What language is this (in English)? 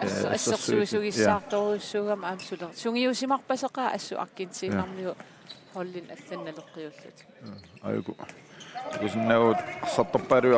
Kalaallisut